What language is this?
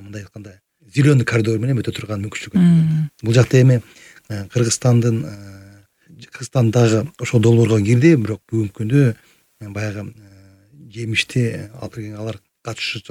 Kyrgyz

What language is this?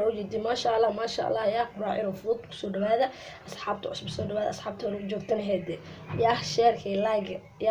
Somali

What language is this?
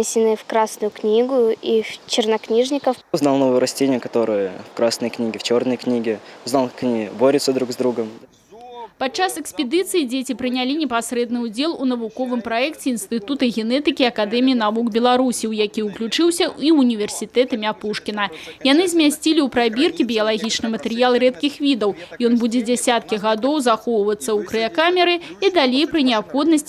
Belarusian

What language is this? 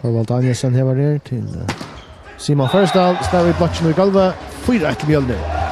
Faroese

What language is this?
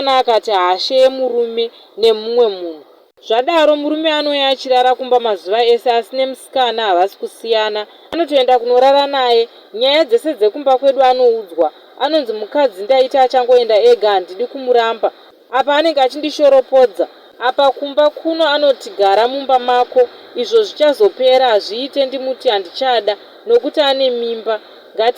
Shona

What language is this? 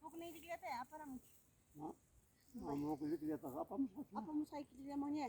Ayacucho Quechua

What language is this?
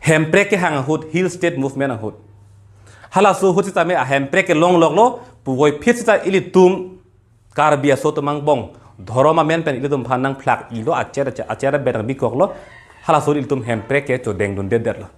Karbi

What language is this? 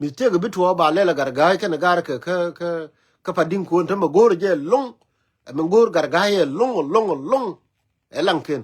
Nuer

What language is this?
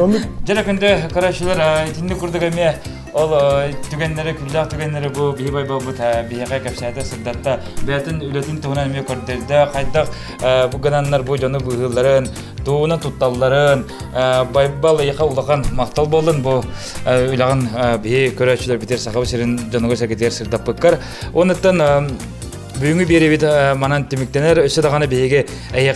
Yakut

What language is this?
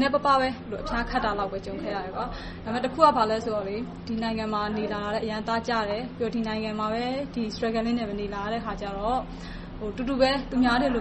Burmese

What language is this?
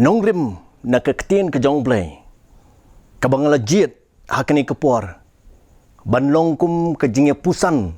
Khasi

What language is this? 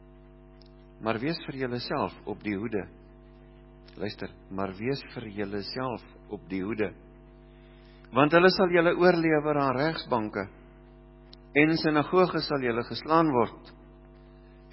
Afrikaans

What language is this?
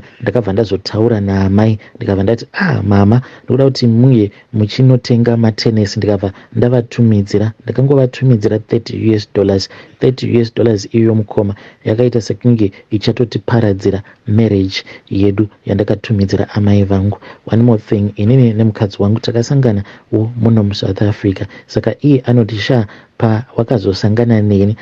Shona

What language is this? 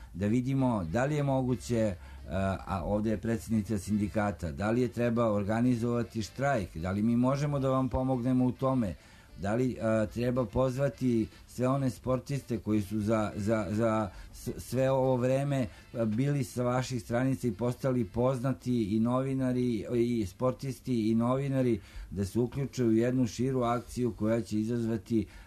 Serbian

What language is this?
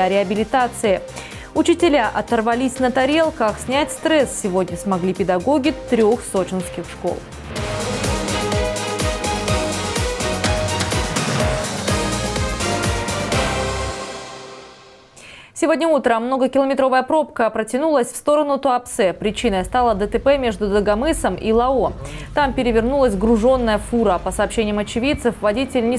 Russian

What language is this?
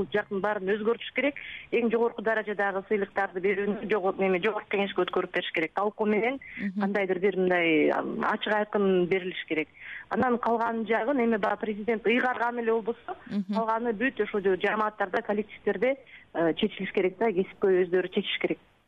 Kyrgyz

